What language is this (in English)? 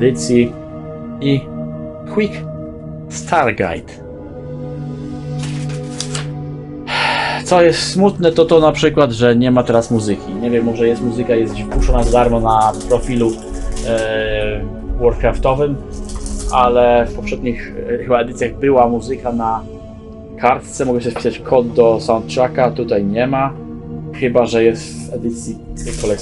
Polish